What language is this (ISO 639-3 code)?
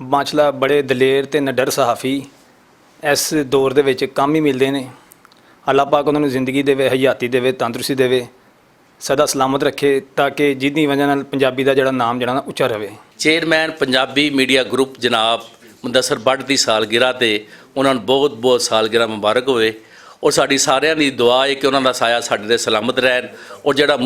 lah